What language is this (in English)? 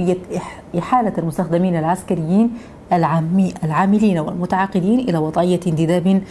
Arabic